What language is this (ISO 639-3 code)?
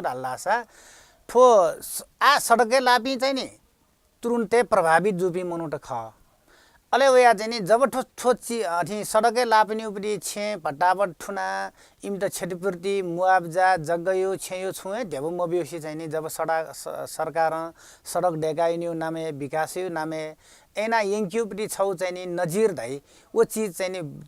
new